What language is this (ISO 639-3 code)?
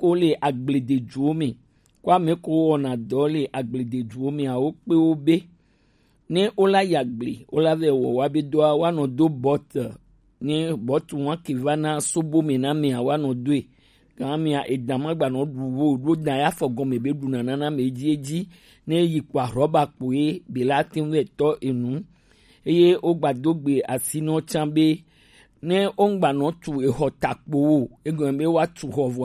gej